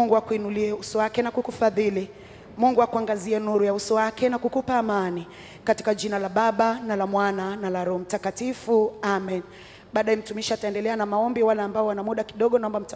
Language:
Swahili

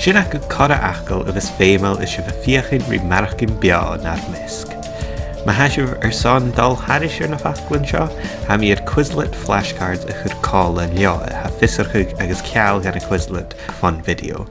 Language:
Scottish Gaelic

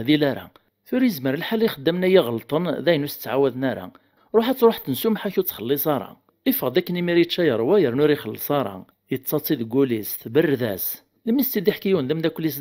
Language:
Kabyle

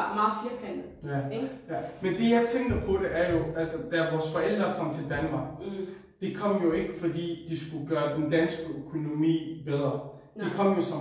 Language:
Danish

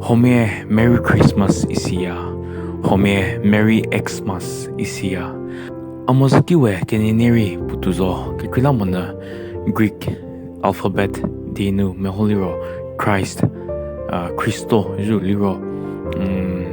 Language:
Angami Naga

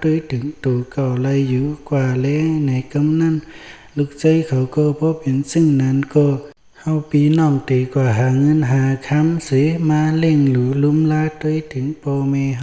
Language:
Shan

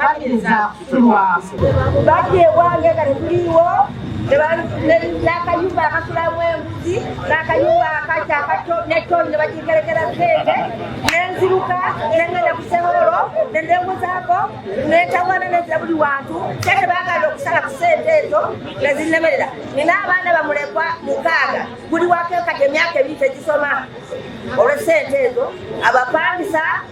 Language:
Ganda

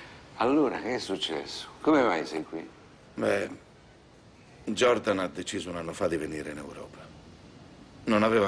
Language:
Italian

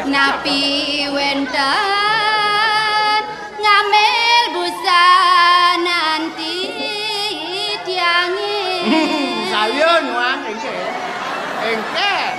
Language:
Balinese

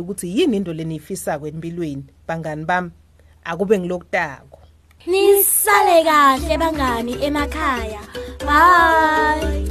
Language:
Swati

